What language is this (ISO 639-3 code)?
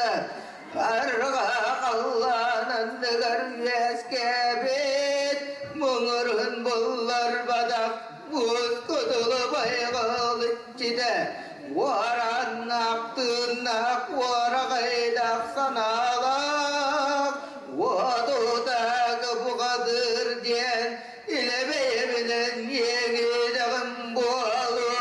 sah